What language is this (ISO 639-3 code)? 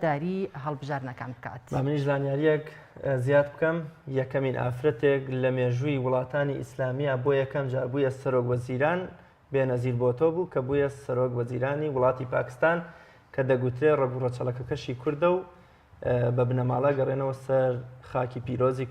ckb